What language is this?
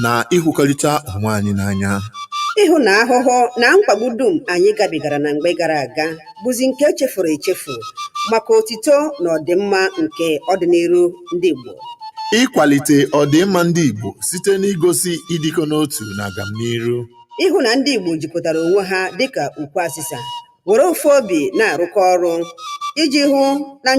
Igbo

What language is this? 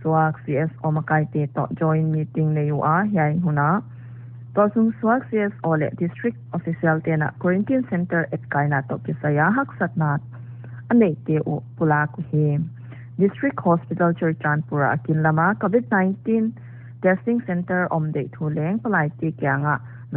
Paite Chin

